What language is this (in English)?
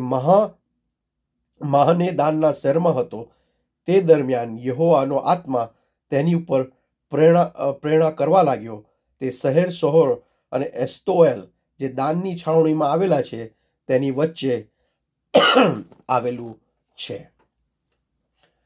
Gujarati